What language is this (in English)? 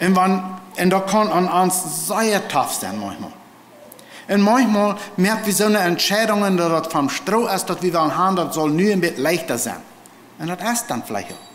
Plautdietsch